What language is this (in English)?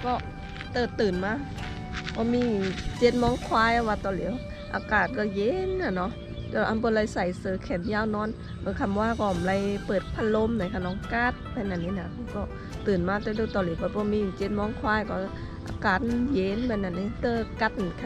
Shan